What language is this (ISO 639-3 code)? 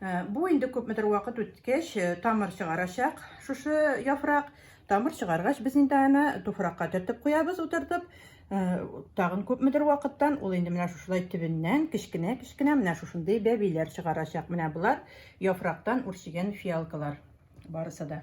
tat